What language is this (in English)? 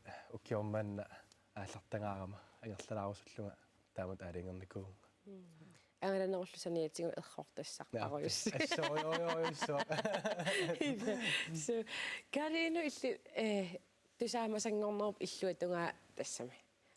Kalaallisut